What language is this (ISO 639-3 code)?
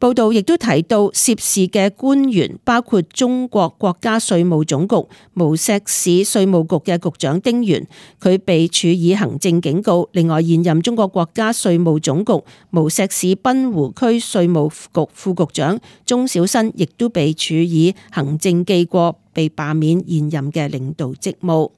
yue